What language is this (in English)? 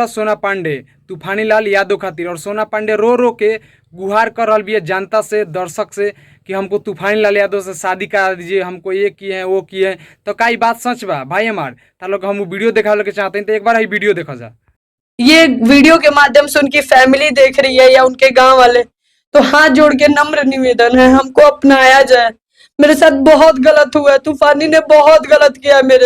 Bhojpuri